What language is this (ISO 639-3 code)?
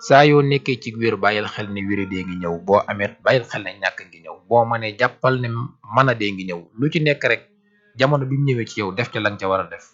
wol